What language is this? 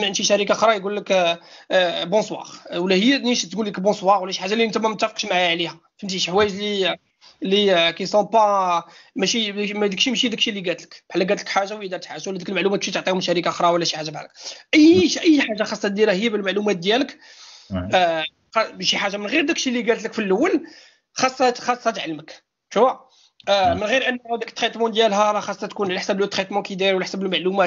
Moroccan Arabic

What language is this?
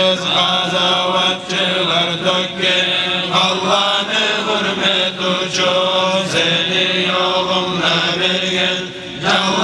Kumyk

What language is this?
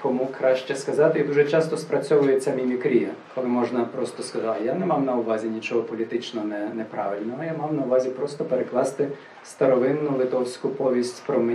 Ukrainian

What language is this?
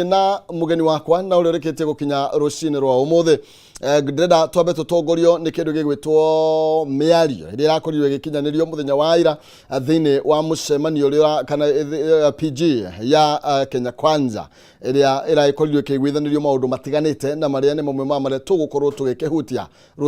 Kikuyu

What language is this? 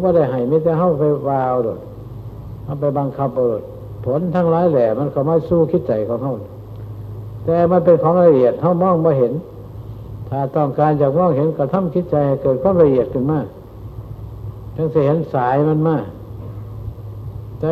Thai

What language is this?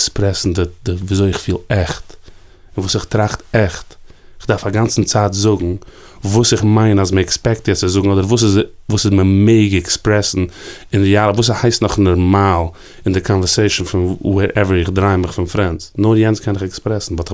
Yiddish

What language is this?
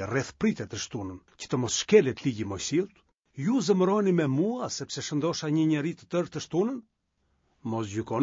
Albanian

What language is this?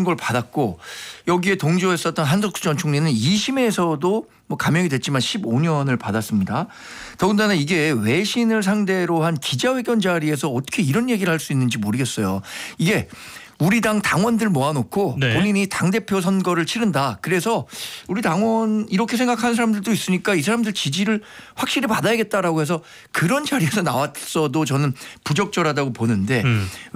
Korean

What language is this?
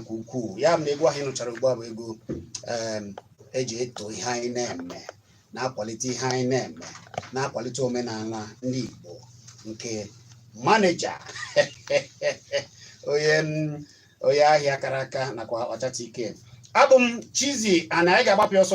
Igbo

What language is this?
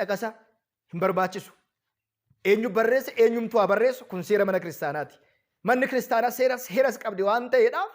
Oromo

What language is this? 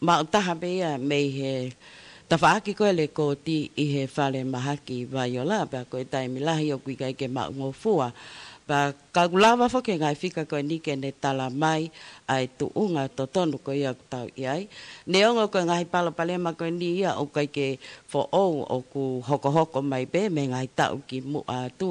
Tongan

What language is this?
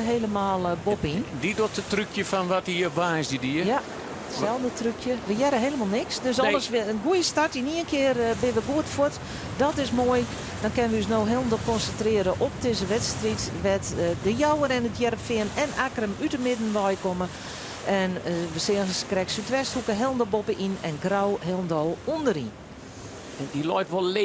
Western Frisian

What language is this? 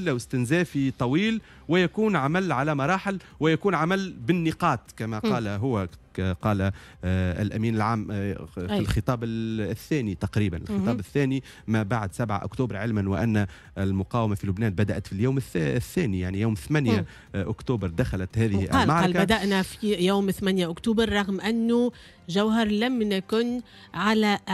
Tunisian Arabic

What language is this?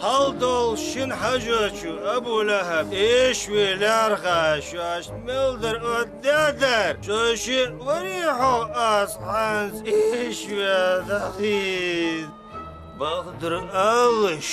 Ingush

